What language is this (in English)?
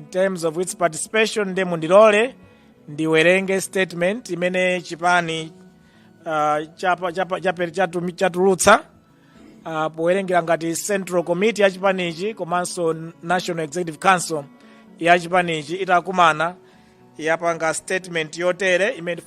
Nyanja